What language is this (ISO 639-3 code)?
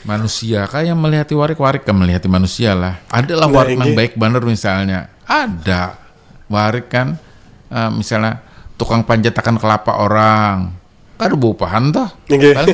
bjn